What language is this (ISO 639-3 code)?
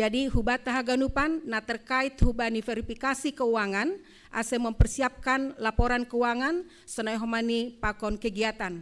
bts